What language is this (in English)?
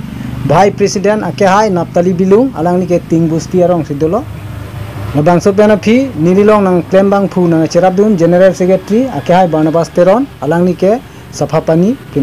Karbi